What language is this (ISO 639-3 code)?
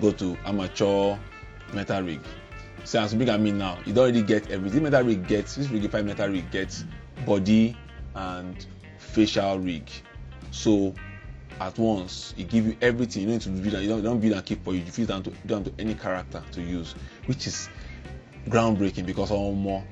pcm